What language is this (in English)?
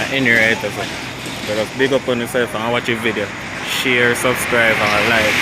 Jamaican Creole English